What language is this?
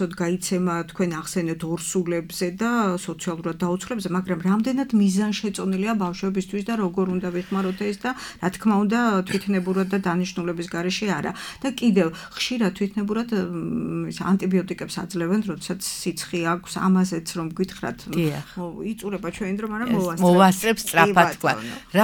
Georgian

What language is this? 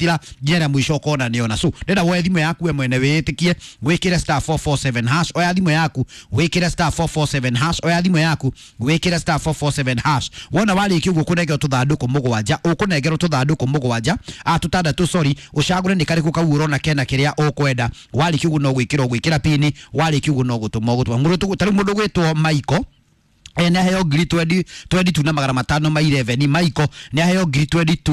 Kikuyu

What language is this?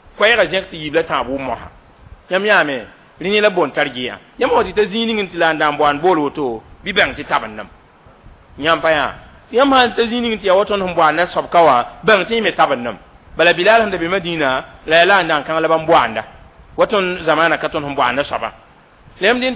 Mossi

